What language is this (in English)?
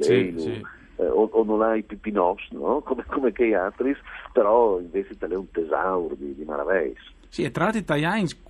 Friulian